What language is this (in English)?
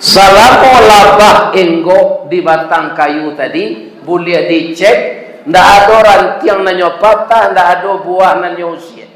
Minangkabau